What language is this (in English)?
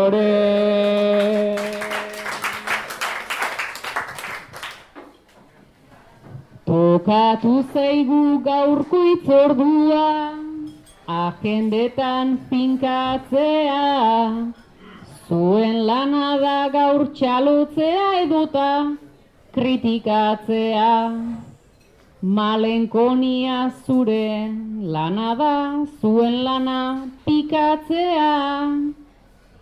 Basque